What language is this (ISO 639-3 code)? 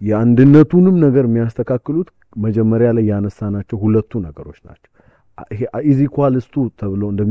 amh